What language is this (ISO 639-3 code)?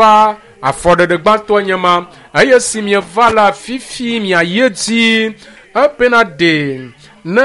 ewe